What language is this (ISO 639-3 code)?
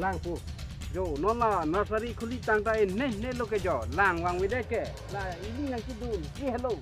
mjw